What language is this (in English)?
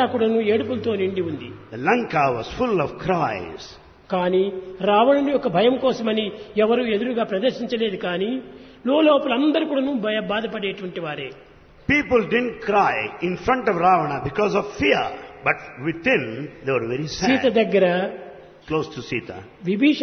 Telugu